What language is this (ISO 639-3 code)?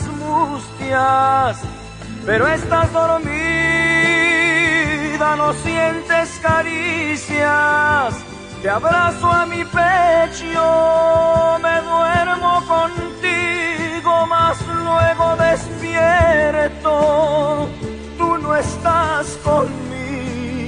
spa